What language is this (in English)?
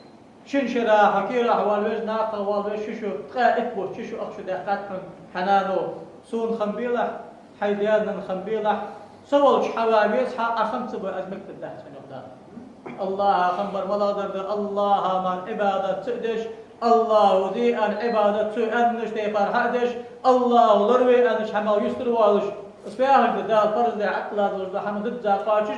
Ingush